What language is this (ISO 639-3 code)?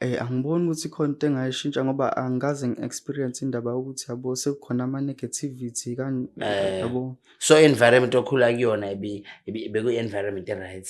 zul